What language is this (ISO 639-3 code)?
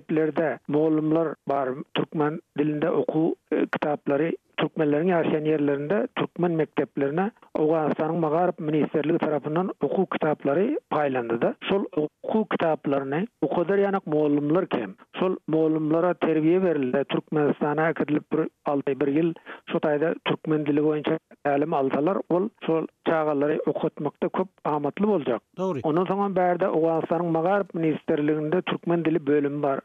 tuk